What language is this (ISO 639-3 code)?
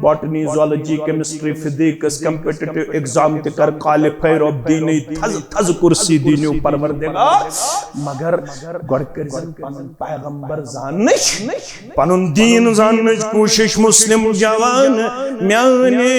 kas